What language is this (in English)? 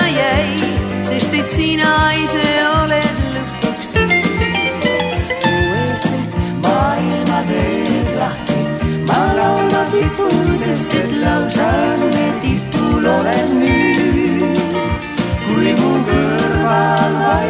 Estonian